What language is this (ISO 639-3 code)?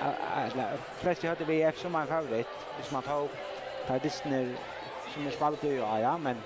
fao